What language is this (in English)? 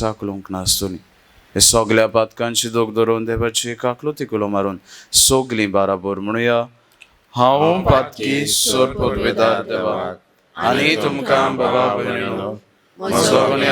Konkani